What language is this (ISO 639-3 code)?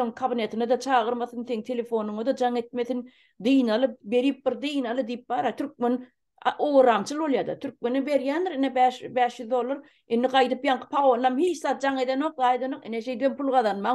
tuk